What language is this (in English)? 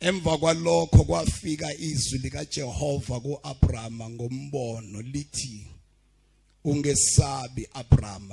Zulu